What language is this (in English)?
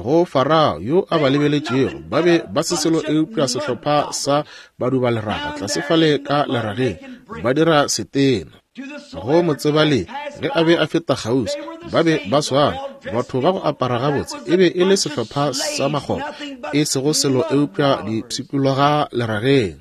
Northern Sotho